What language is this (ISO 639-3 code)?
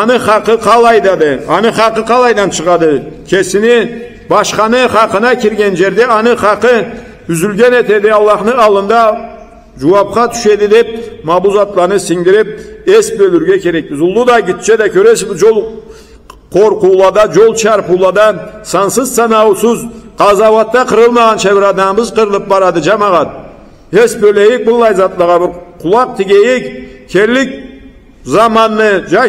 krc